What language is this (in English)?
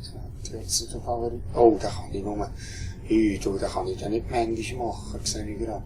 Swiss German